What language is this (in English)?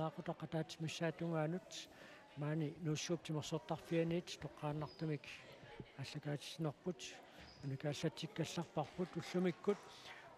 Kalaallisut